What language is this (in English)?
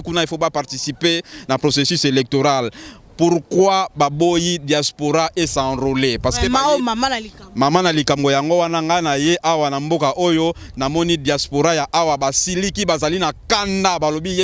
Lingala